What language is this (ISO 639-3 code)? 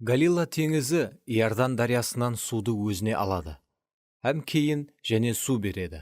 kaa